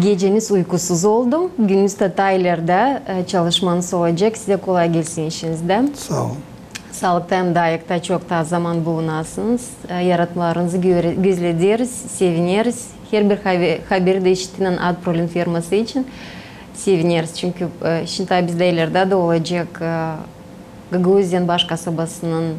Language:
Gagauz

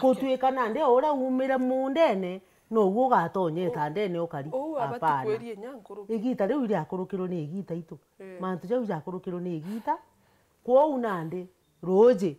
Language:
Meru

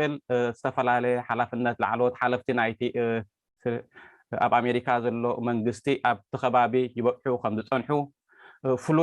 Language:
Tigrinya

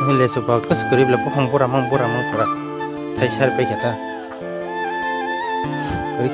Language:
Kok Borok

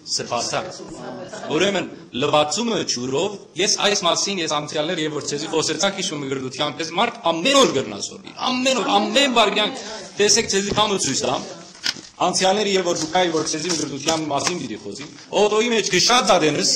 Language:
Western Armenian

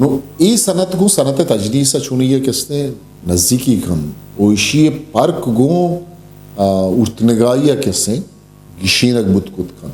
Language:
Eastern Balochi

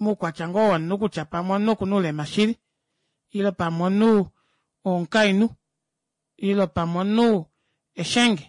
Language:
Kuanyama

